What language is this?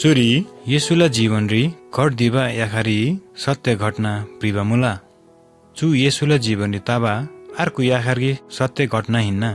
Eastern Tamang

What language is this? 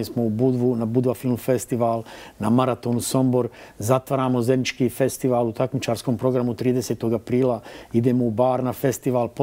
Croatian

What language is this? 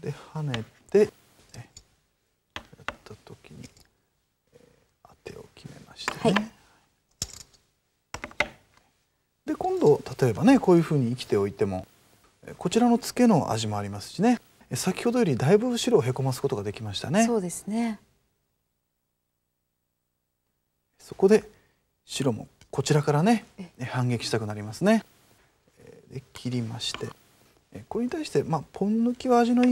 Japanese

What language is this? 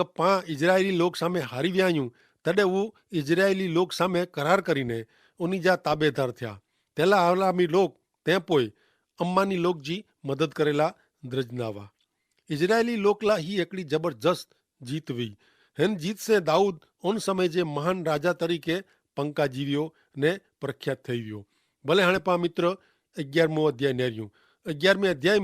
Kachhi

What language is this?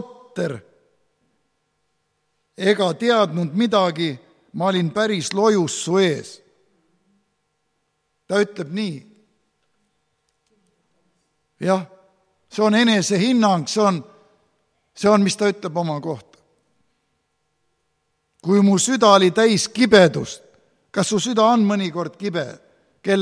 Estonian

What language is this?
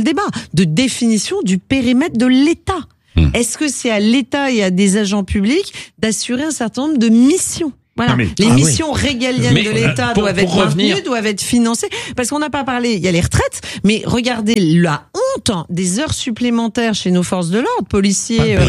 French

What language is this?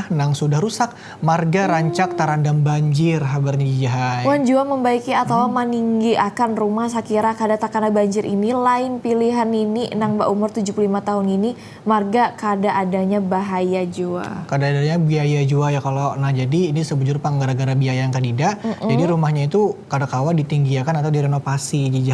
Banjar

